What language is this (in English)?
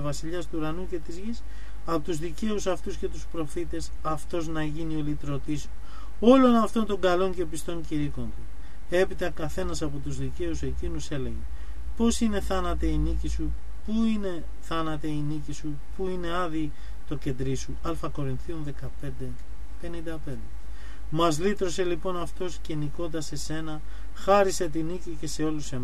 Greek